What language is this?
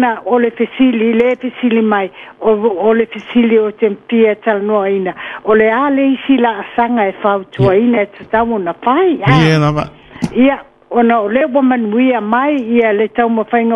Samoan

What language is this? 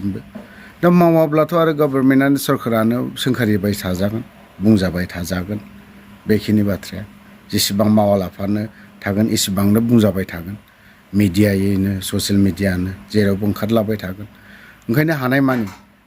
Bodo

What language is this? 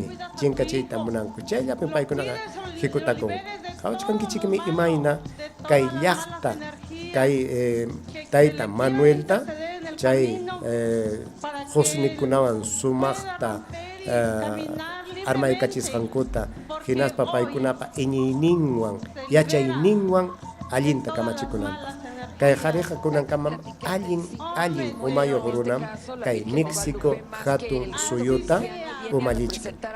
Ayacucho Quechua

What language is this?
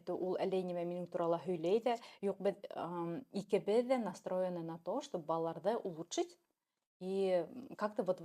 Bashkir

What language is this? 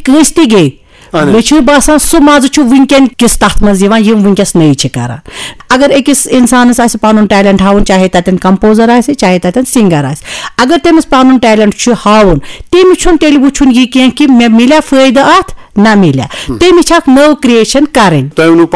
Kashmiri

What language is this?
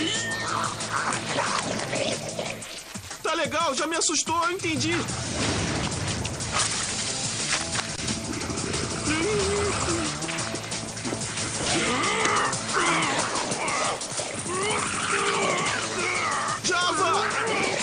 Portuguese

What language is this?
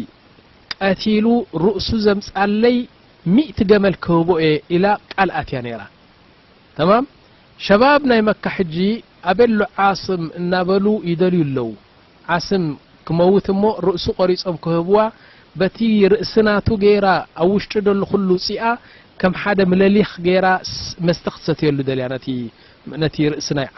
Tigrinya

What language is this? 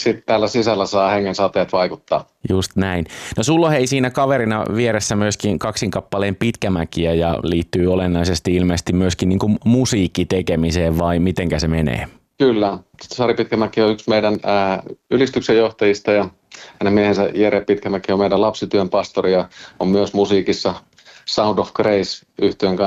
Finnish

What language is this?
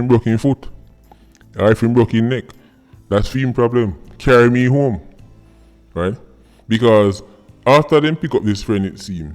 Jamaican Creole English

